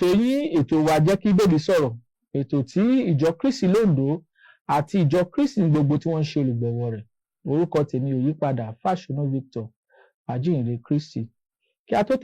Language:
Yoruba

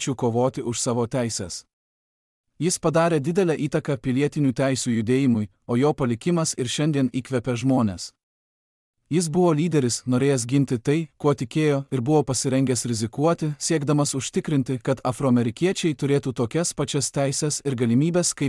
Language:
Lithuanian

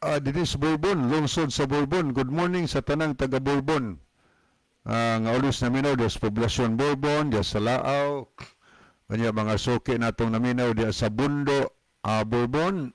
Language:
Cebuano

